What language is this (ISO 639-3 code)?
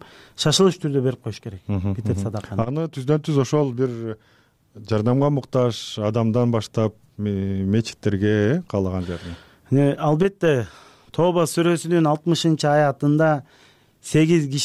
kir